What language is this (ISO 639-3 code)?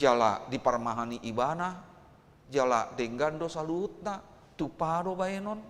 bbc